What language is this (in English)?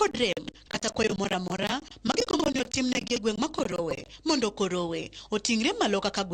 Luo (Kenya and Tanzania)